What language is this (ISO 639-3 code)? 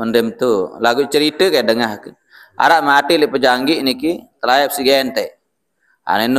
sas